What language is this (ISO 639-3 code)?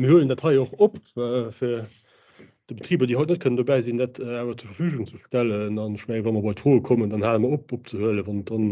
ltz